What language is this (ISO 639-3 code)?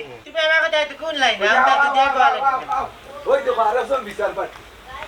syl